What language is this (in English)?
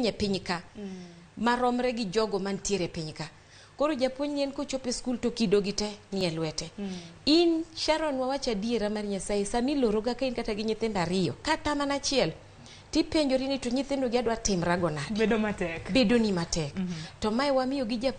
Luo (Kenya and Tanzania)